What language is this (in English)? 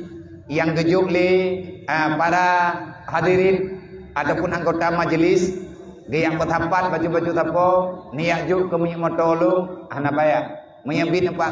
Achinese